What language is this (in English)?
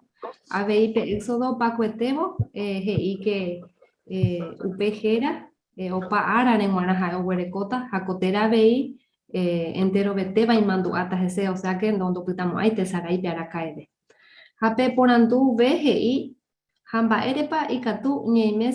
Guarani